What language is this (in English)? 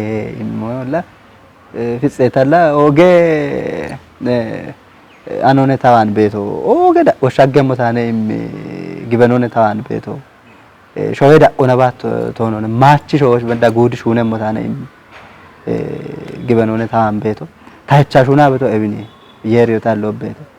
Kafa